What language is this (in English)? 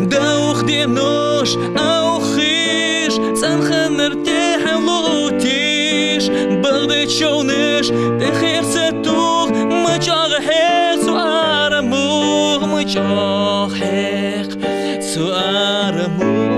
Ingush